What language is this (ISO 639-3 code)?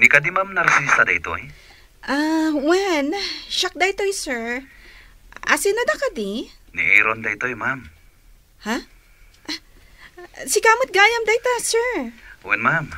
ilo